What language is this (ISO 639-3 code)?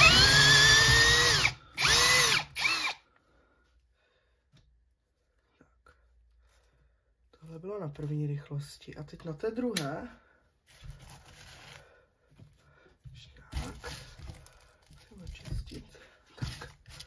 ces